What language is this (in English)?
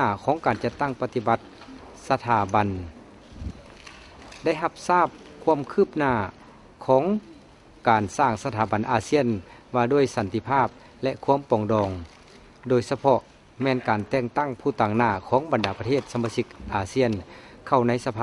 Lao